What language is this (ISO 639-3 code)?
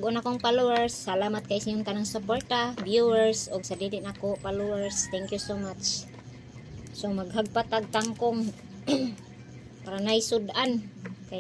ceb